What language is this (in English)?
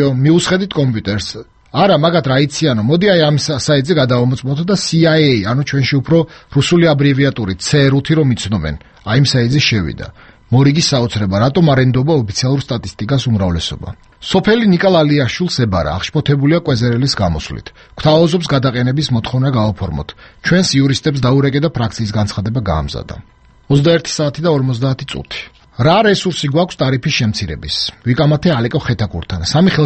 Georgian